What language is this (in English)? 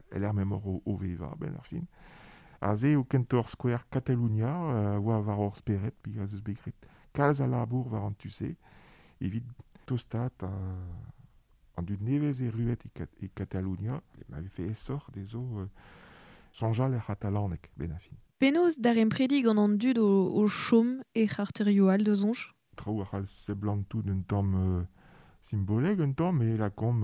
Breton